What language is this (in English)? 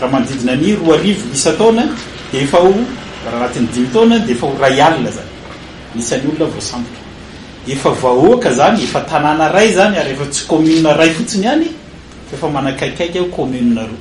Malagasy